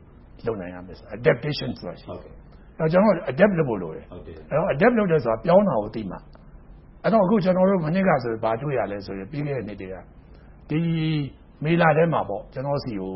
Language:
Burmese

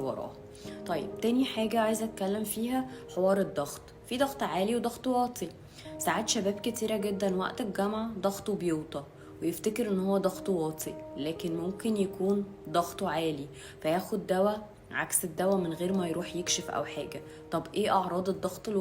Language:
Egyptian Arabic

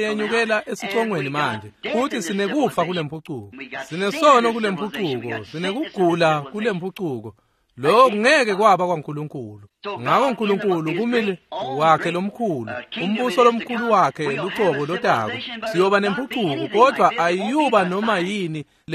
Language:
Swati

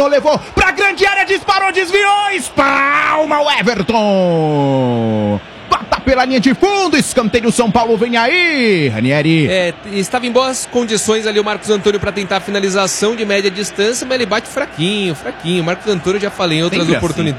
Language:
Portuguese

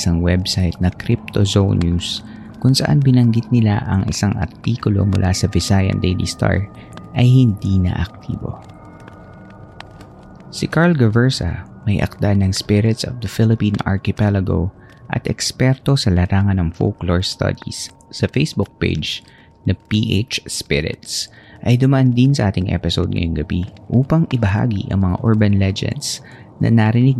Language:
Filipino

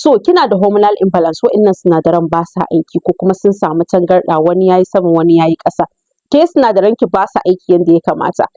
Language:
Hausa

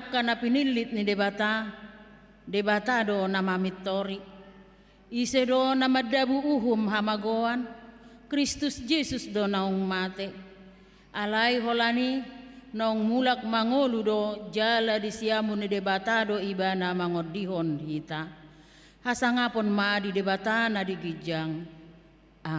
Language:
Batak Toba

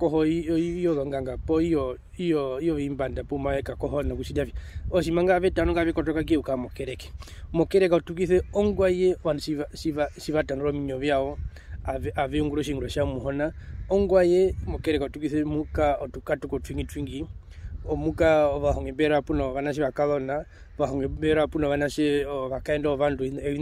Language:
Herero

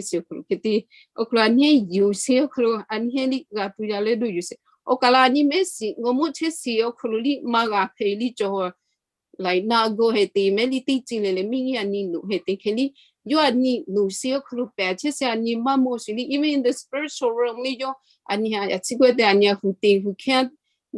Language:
Lahu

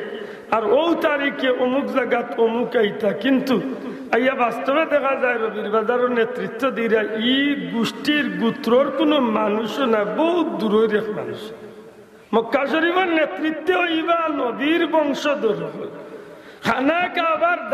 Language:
Sylheti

